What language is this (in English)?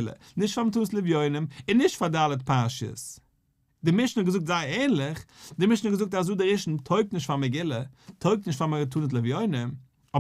Yiddish